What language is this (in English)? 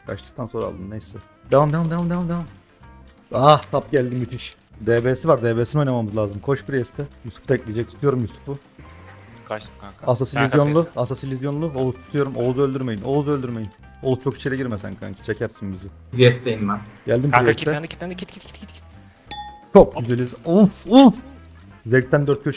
Turkish